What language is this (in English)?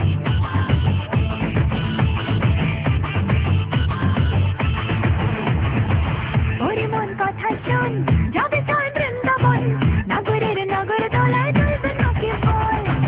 Bangla